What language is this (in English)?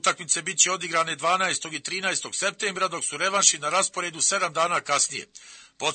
Bosnian